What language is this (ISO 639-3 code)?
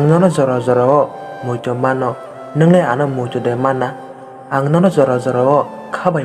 trp